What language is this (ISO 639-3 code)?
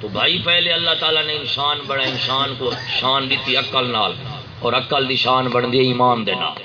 skr